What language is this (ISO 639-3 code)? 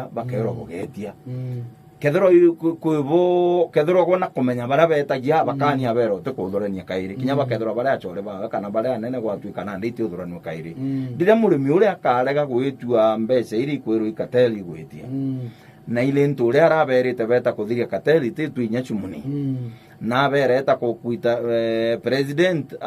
mer